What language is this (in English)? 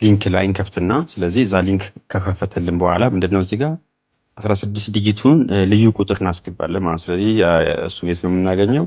Amharic